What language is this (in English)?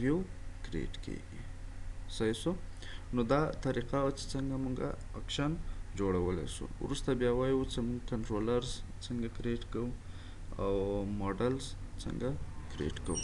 Pashto